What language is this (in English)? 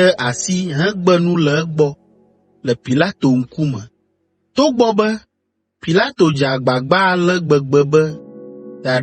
Ewe